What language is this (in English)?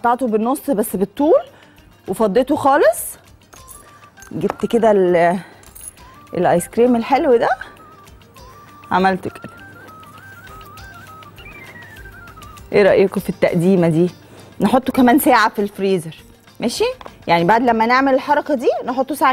Egyptian Arabic